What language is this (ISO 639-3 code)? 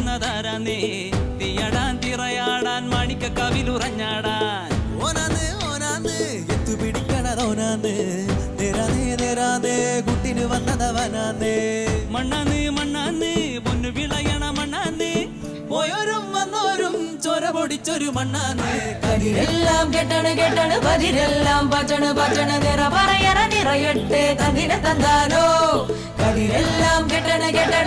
mal